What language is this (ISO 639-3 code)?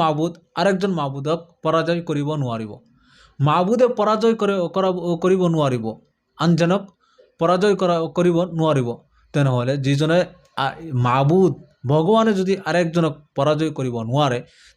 asm